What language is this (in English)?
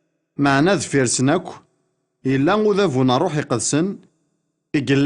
Kabyle